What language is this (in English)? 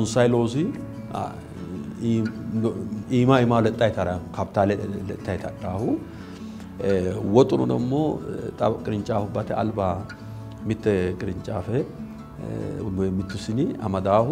Sidamo